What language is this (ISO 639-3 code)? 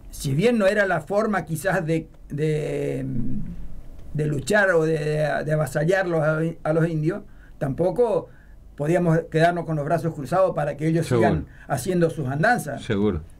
spa